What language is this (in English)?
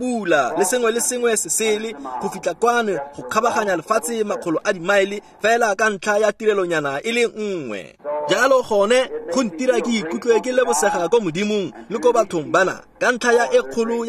Tswana